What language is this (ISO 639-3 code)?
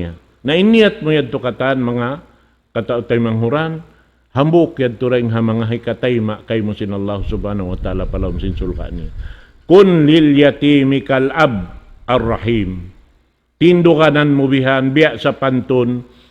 tsg